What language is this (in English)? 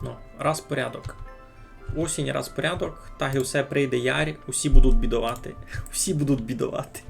Rusyn